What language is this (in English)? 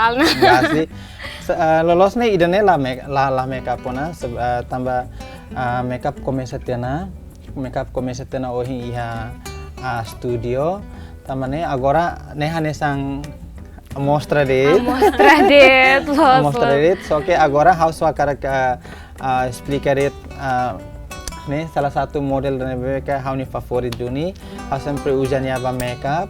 Tetum